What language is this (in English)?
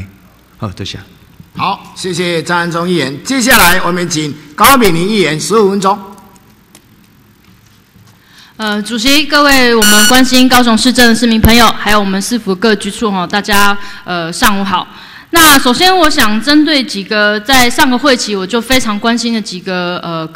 Chinese